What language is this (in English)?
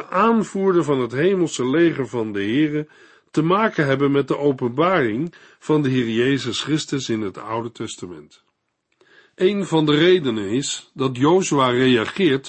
Dutch